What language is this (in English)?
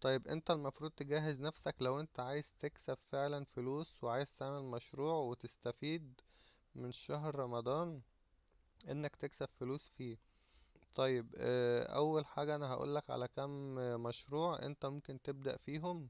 Egyptian Arabic